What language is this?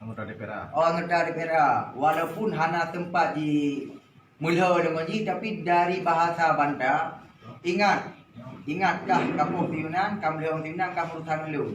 Achinese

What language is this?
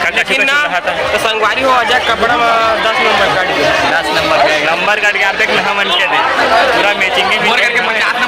Chhattisgarhi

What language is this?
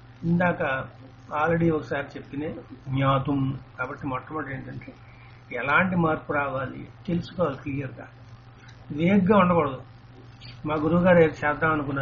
Telugu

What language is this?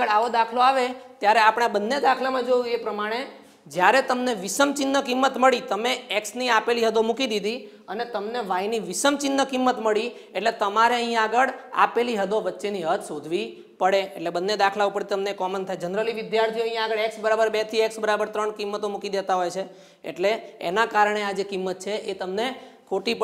Gujarati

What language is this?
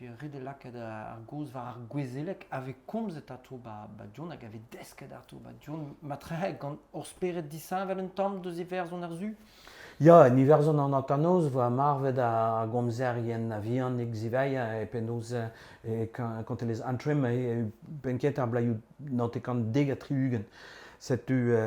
Breton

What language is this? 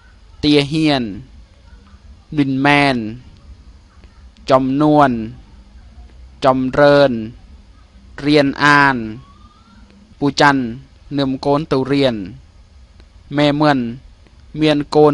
Lao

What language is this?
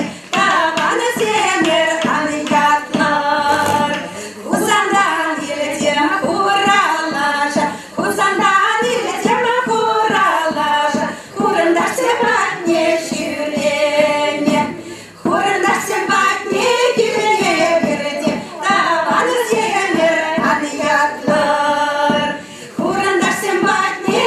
Chuvash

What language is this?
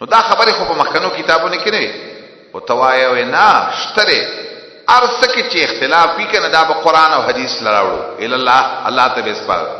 Pashto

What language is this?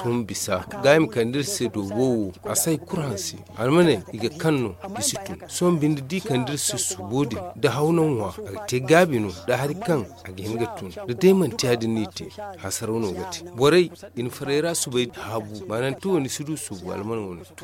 Zarma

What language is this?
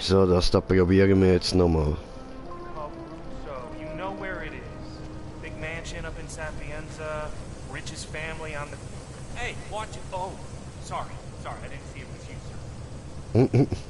Swiss German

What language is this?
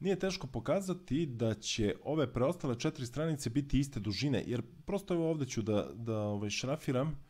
Serbian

